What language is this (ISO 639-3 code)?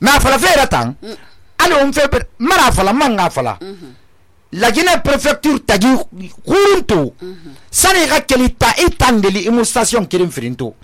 sus